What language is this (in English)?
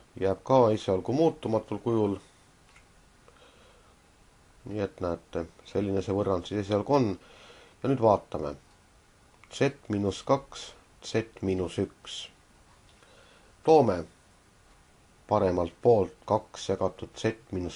Estonian